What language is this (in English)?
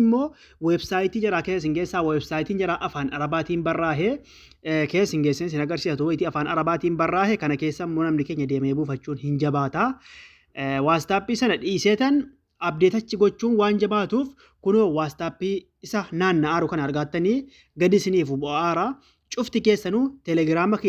Oromo